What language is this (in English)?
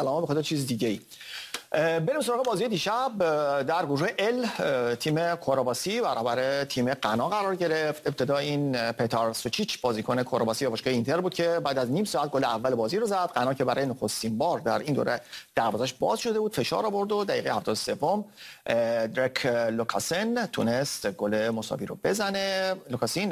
Persian